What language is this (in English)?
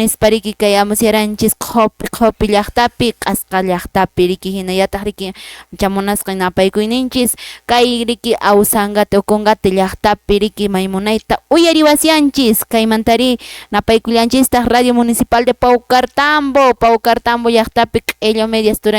Quechua